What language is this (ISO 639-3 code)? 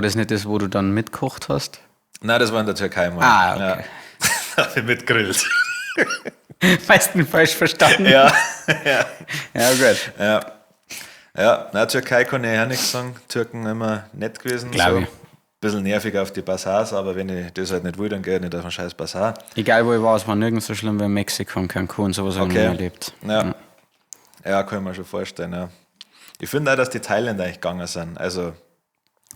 bar